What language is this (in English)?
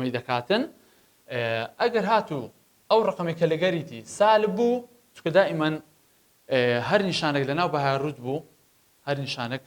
Central Kurdish